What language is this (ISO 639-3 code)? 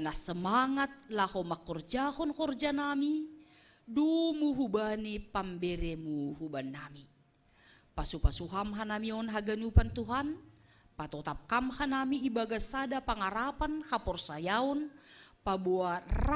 bts